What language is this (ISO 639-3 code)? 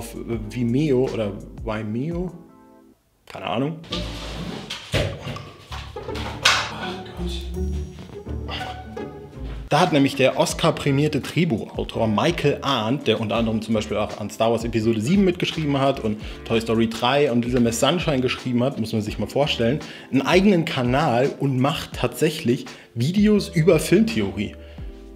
deu